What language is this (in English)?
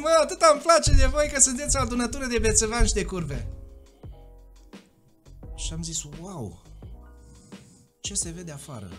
Romanian